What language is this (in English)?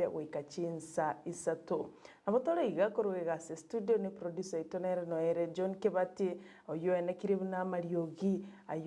Gusii